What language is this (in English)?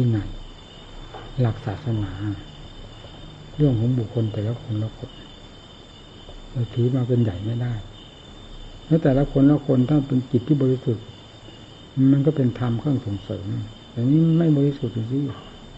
Thai